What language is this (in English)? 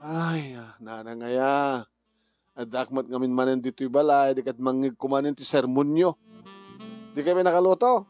Iloko